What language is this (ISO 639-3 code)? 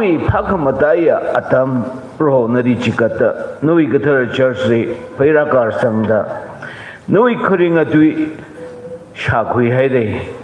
nmf